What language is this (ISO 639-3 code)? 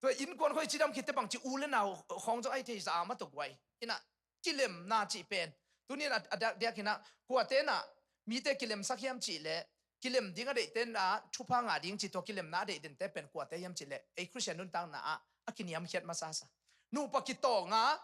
ctd